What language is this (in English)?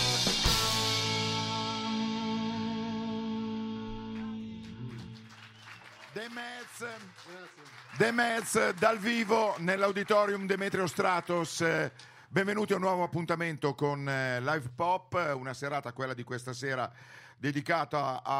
Italian